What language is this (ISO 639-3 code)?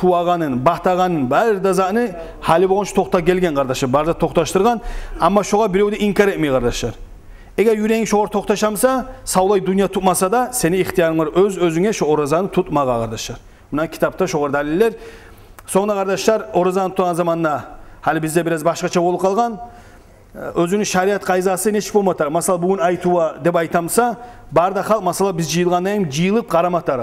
kum